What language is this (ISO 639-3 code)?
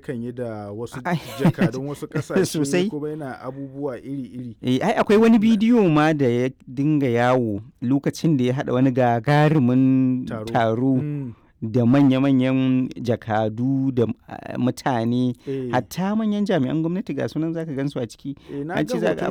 hau